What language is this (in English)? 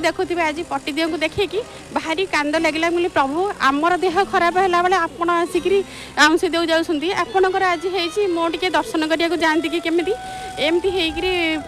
Odia